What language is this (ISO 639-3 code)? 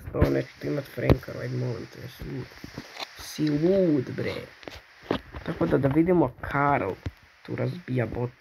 hrv